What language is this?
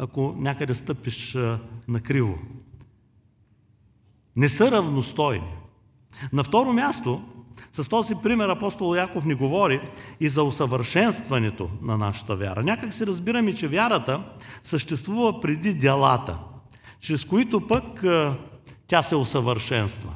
Bulgarian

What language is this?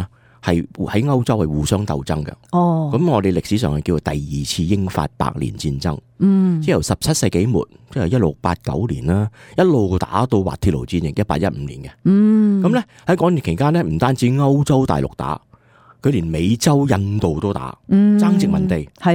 Cantonese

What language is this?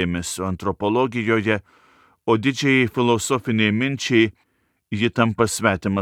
Lithuanian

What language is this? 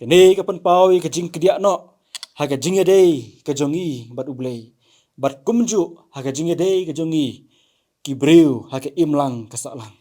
Khasi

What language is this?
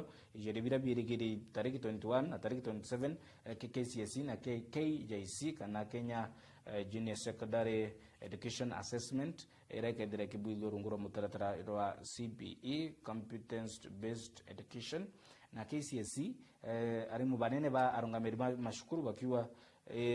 Meru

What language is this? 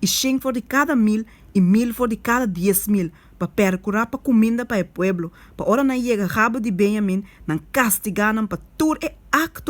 Papiamento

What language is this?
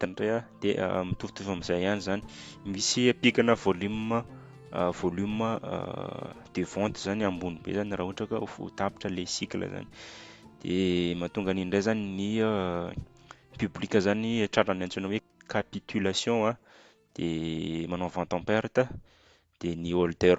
Malagasy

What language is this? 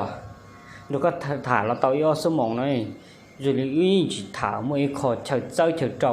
Hmong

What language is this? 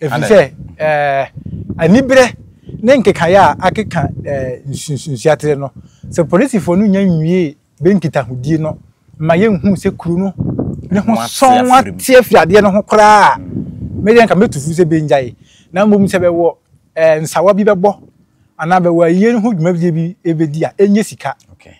Akan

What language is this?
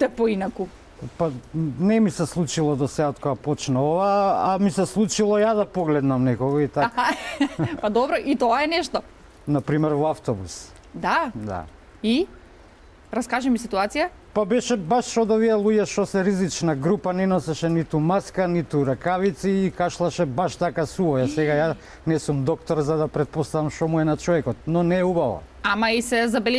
Macedonian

